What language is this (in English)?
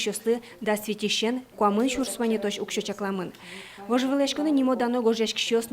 Udmurt